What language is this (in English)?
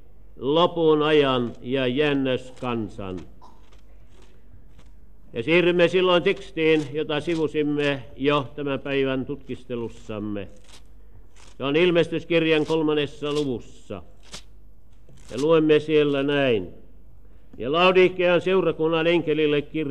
Finnish